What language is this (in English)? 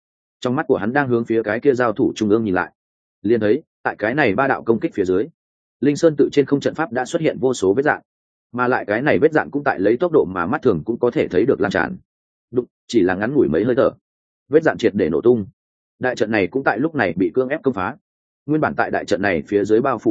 Vietnamese